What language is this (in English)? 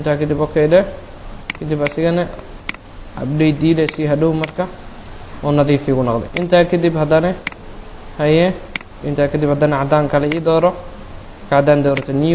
Somali